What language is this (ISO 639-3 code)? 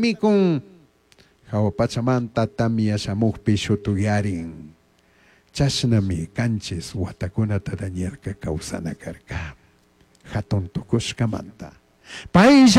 qug